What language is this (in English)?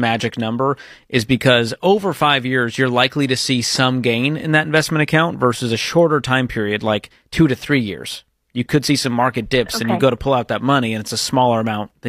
English